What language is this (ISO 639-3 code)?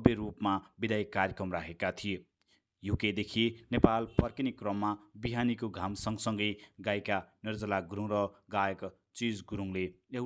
nep